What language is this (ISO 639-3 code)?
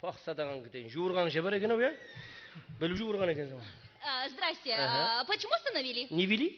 kaa